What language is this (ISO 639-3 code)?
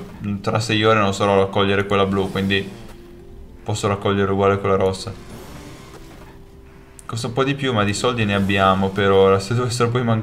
ita